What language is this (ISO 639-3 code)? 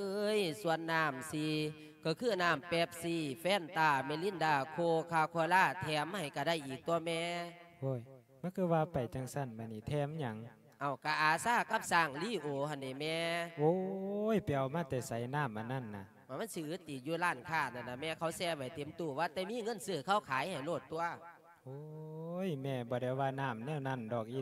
lao